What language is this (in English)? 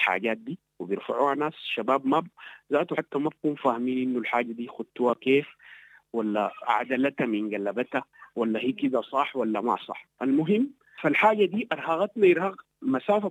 Sudanese Arabic